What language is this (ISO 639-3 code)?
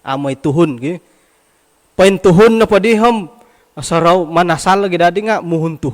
dtp